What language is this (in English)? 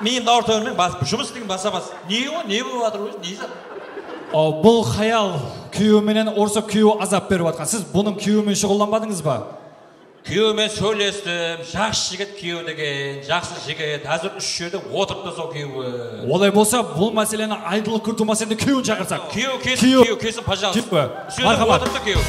Kara-Kalpak